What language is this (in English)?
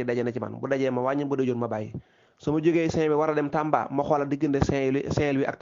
Wolof